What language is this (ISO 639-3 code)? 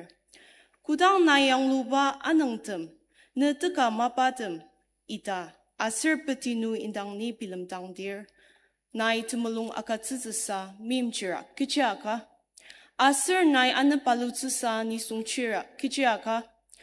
njo